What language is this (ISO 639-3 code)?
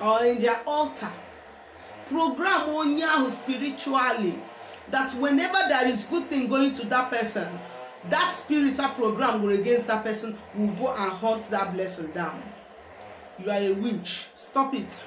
ibo